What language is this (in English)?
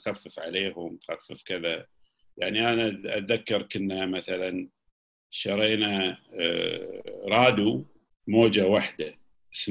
Gulf Arabic